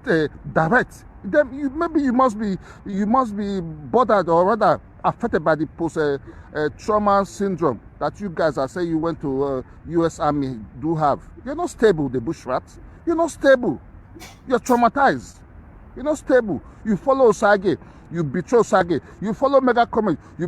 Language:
Nigerian Pidgin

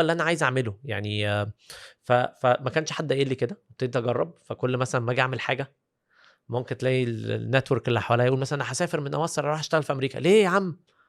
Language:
Egyptian Arabic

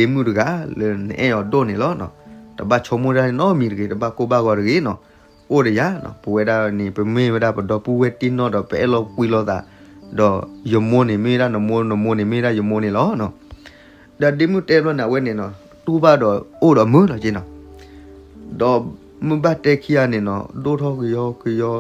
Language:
S'gaw Karen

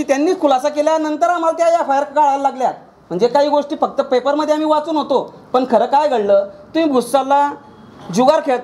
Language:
Marathi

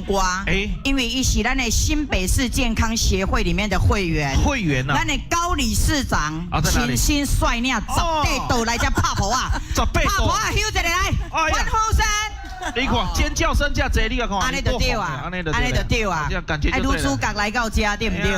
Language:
Min Nan Chinese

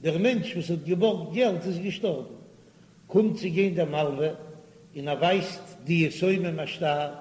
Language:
Yiddish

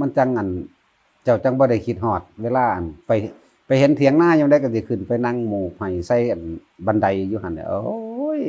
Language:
Northeastern Thai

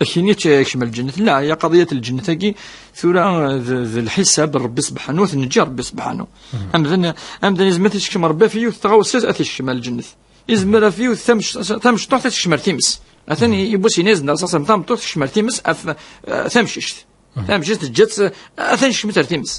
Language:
Kabyle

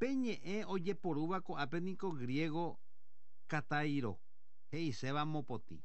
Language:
Guarani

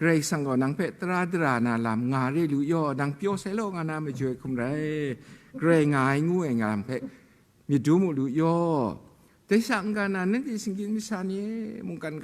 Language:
Kachin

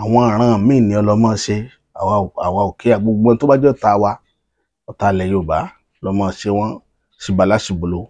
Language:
Yoruba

